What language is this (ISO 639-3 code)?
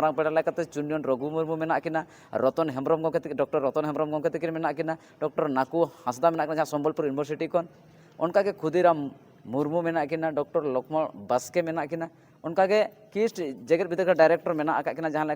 sat